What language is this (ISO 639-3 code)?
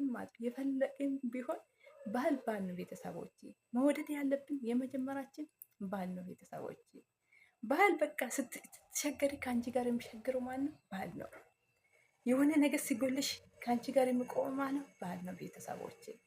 amh